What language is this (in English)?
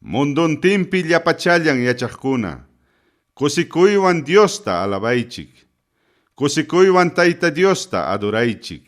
Ayacucho Quechua